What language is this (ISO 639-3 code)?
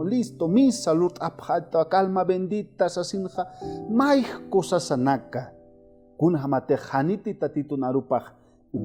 aym